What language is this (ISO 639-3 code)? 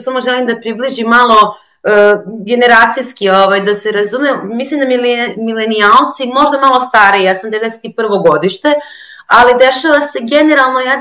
srp